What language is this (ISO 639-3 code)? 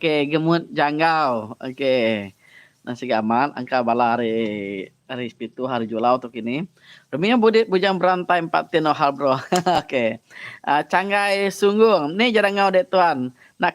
iba